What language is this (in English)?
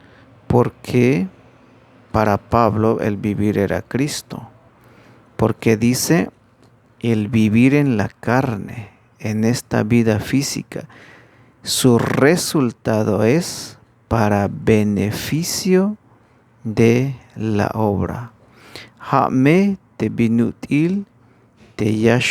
Tzeltal